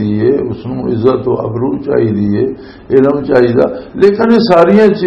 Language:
Western Panjabi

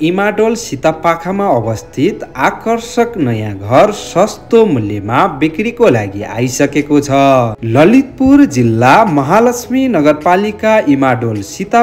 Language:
Nepali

